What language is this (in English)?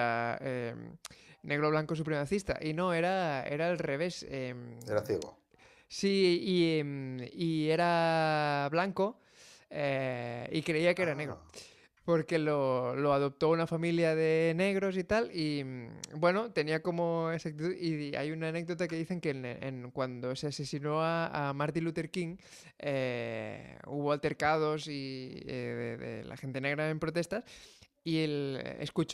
Spanish